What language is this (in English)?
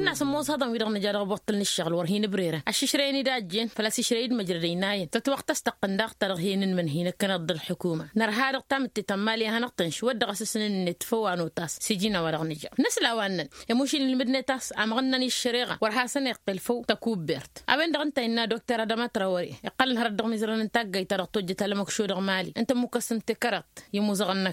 Tamasheq